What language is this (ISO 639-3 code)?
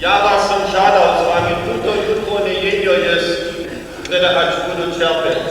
hsb